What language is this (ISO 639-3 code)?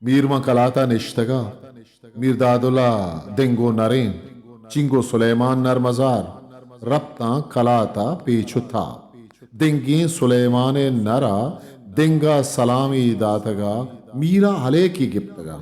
bgp